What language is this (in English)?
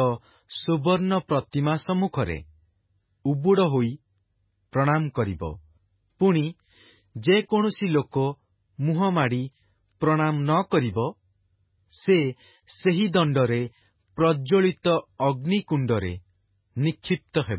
Odia